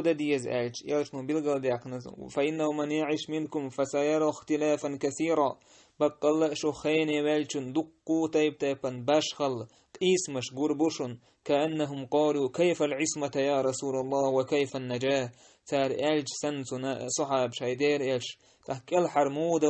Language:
Chechen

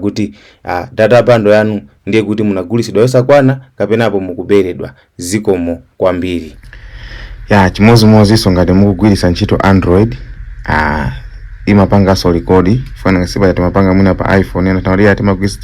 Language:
Nyanja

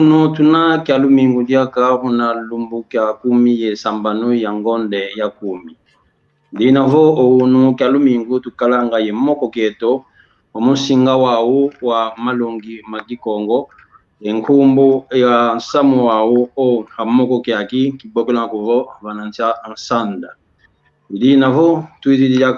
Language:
San Salvador Kongo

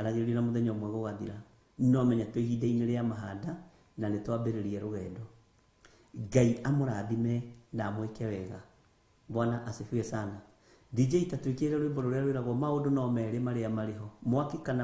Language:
Kikuyu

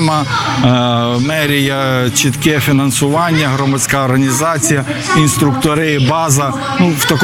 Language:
Ukrainian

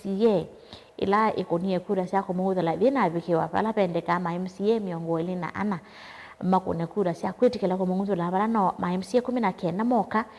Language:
Kamba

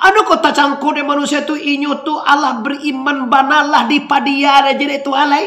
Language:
Minangkabau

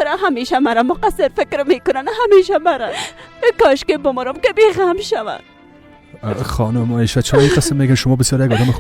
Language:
Persian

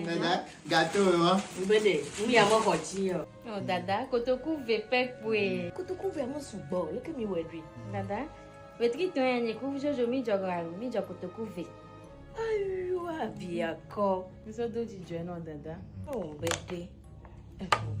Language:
Ewe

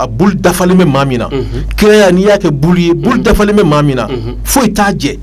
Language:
Bambara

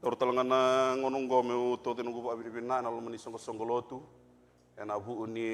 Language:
Fijian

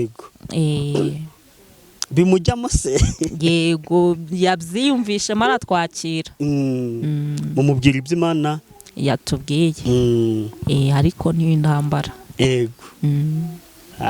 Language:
Kinyarwanda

